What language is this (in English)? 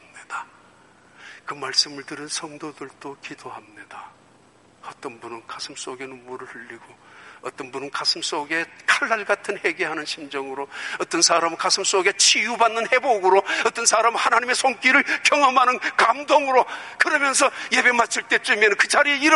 Korean